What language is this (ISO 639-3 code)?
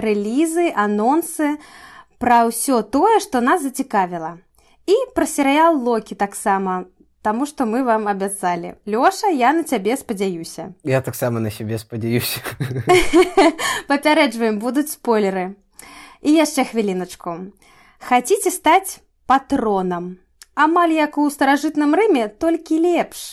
bel